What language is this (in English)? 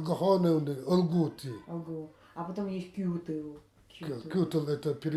Nanai